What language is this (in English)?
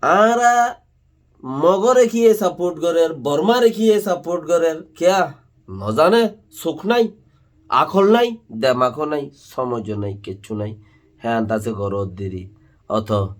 Rohingya